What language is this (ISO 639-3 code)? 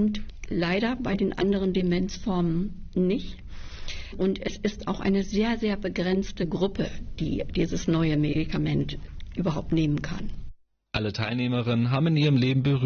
deu